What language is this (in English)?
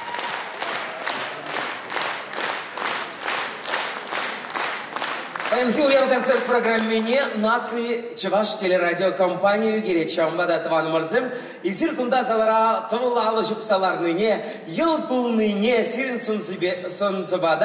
Chuvash